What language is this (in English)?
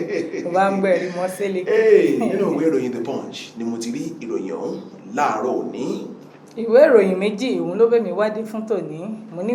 Yoruba